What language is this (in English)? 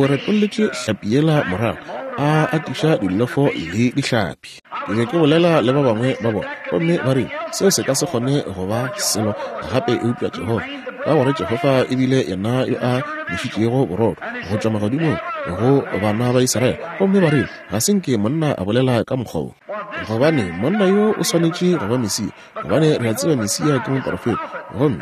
Northern Sotho